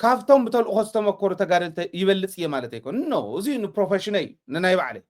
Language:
Tigrinya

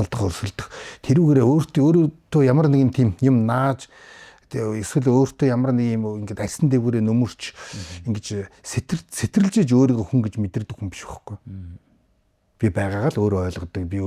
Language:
Mongolian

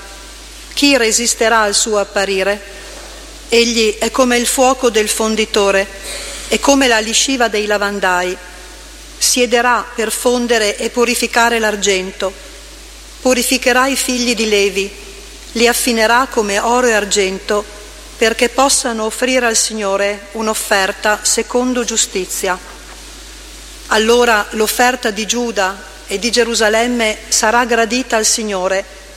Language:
Italian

